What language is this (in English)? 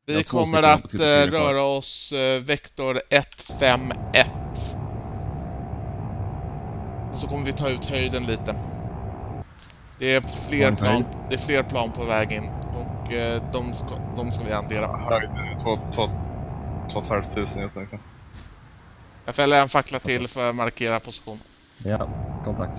Swedish